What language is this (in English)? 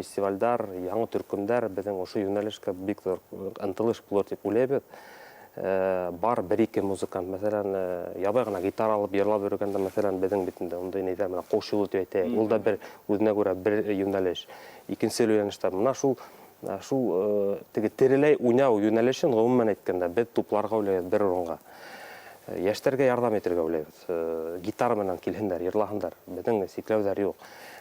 Bashkir